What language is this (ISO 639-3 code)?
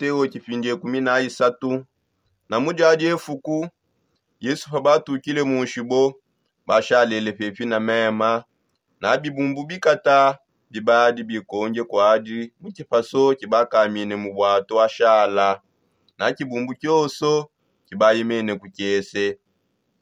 sop